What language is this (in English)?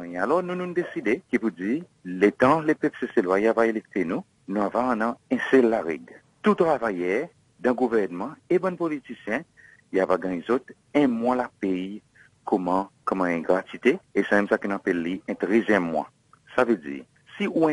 Seselwa Creole French